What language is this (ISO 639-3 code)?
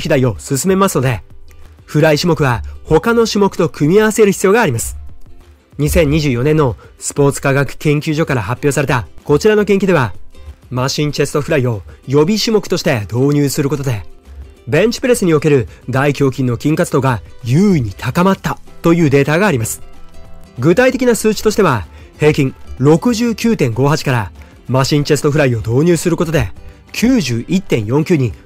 jpn